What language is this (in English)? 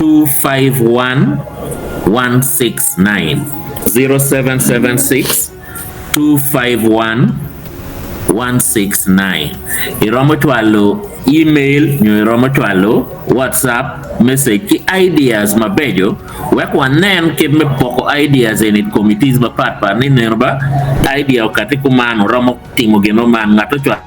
Acoli